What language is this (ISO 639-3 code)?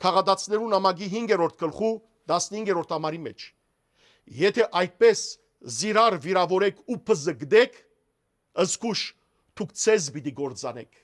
hyw